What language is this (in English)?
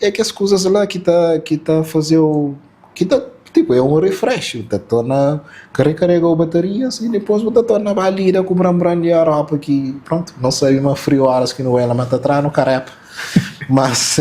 Kabuverdianu